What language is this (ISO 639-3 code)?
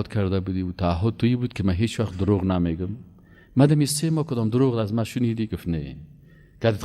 fas